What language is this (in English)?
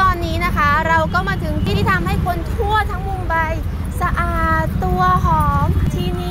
Thai